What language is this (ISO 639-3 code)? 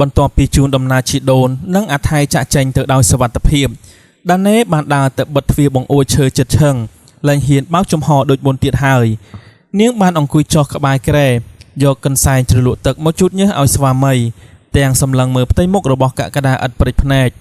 khm